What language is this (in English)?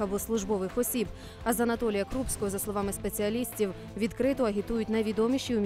Ukrainian